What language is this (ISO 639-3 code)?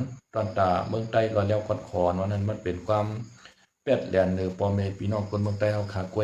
shn